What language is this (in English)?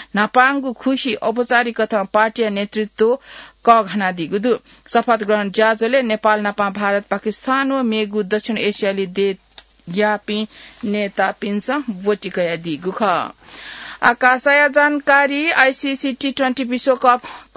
Newari